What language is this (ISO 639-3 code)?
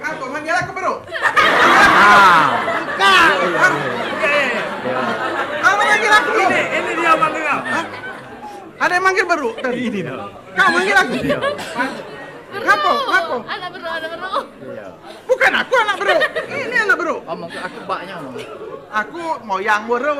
mui